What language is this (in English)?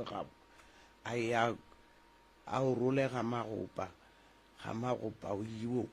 Northern Sotho